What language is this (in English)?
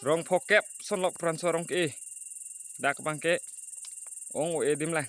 Karbi